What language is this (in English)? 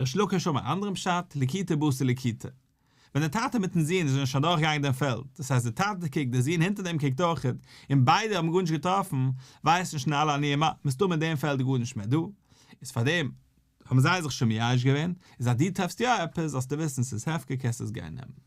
Yiddish